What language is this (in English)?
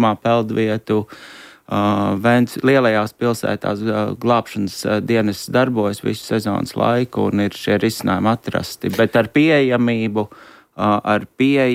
Latvian